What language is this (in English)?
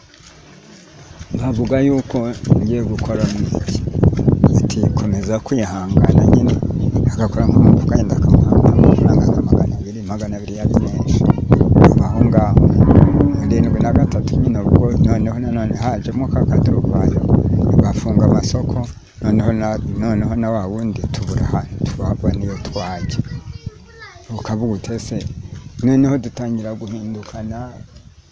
Kinyarwanda